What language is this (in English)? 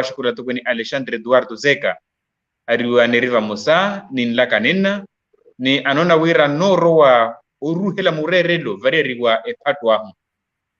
Makhuwa